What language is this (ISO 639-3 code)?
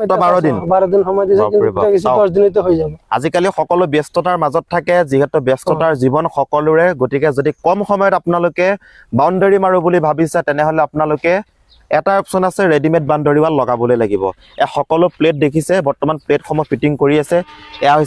asm